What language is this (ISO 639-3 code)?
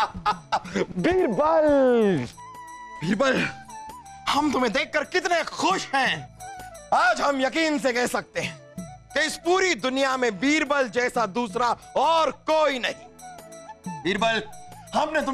hin